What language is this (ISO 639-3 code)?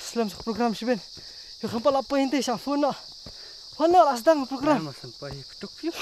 kha